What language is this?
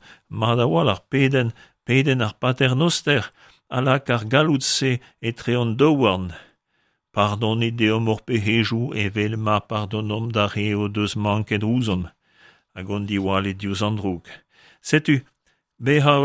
Breton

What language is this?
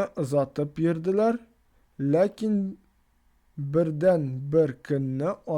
Tatar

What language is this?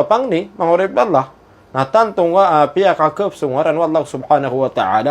Maranao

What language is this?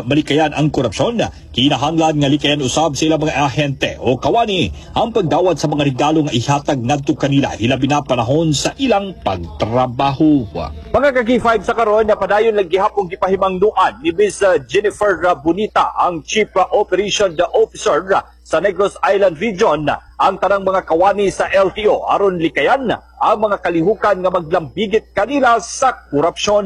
Cebuano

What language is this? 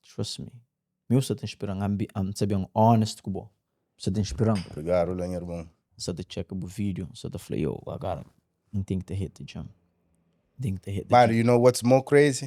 Kabuverdianu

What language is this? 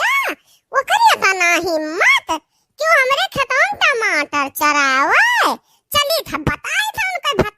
Awadhi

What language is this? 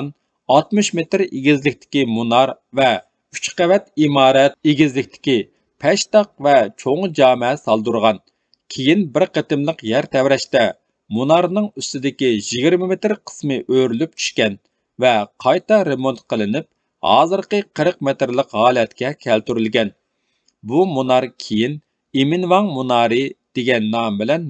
Uyghur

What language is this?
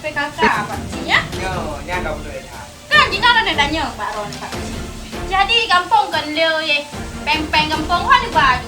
Achinese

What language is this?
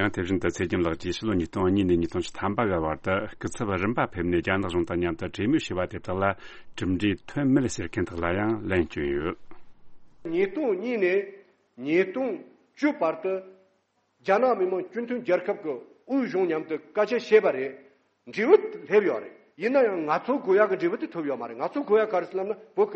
Tibetan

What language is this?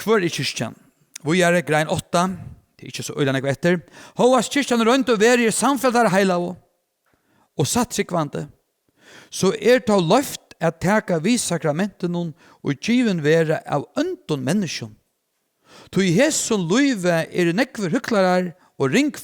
Faroese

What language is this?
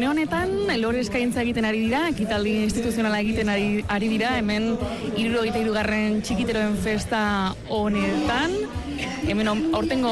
Basque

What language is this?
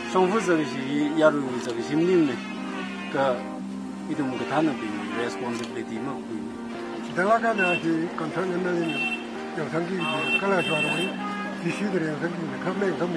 Tangkhul Naga (India)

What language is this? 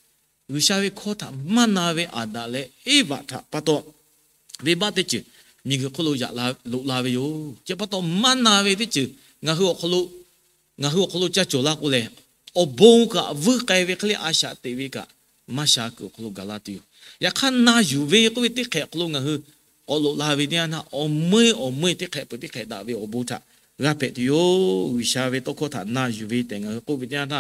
Lahu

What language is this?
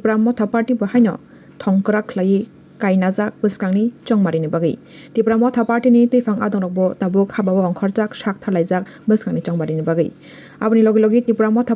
Kok Borok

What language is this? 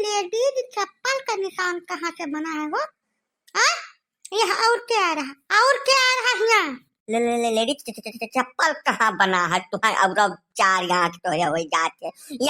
Awadhi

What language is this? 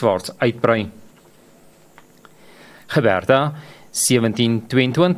Afrikaans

